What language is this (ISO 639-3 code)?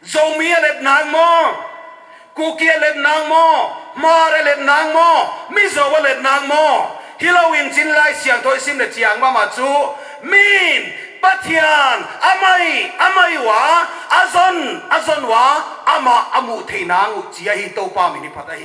pck